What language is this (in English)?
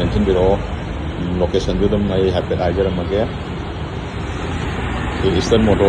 Manipuri